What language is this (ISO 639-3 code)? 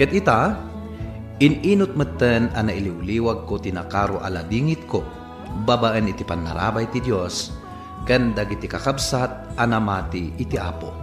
ilo